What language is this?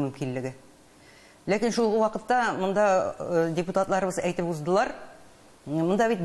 Tatar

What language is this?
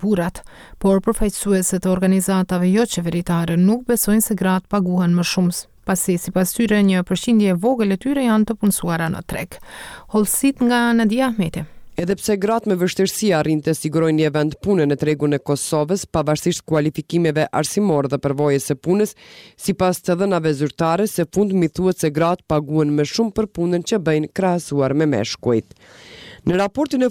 Albanian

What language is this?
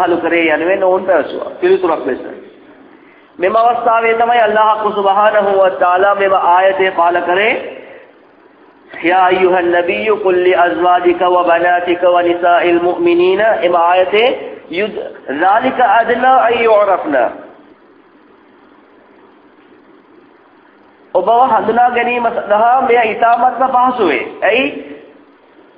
Tamil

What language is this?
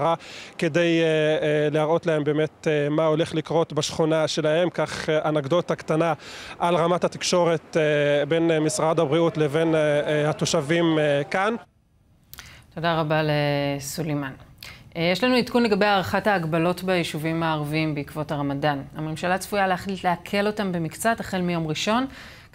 Hebrew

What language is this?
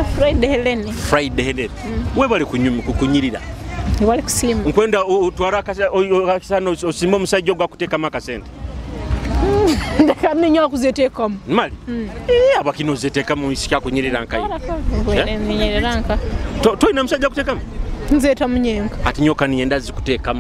Nyoro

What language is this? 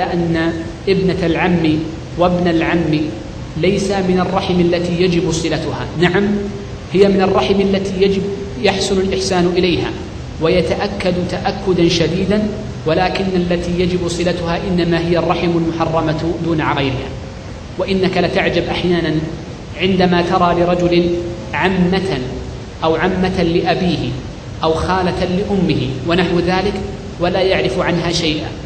Arabic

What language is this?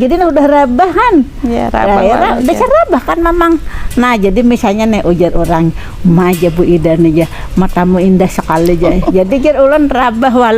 Banjar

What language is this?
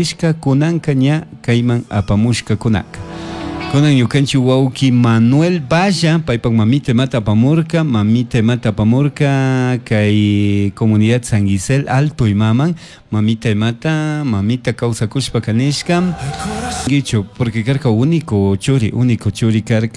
Chimborazo Highland Quichua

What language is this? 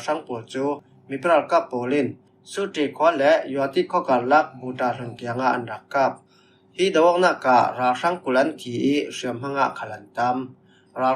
Falam Chin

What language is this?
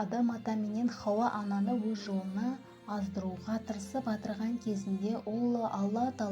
Kara-Kalpak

